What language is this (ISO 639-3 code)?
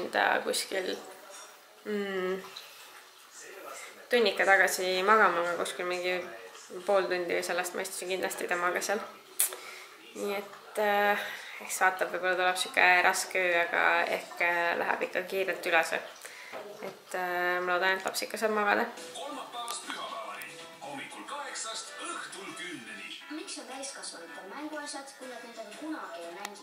est